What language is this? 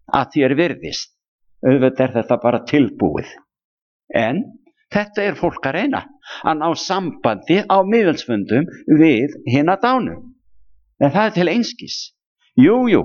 Icelandic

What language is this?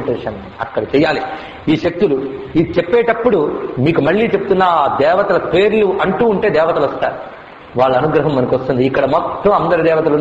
Telugu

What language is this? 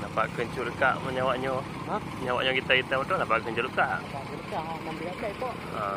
Achinese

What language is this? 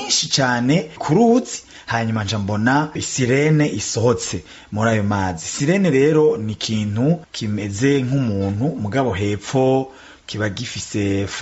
Rundi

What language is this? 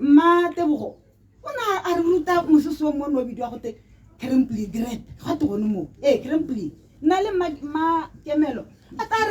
Tswana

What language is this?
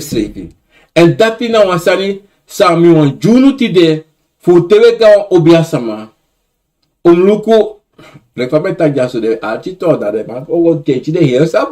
Sranan Tongo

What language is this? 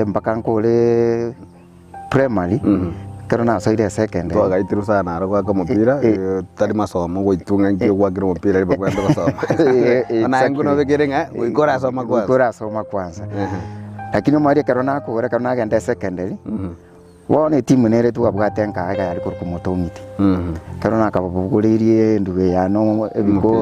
Gusii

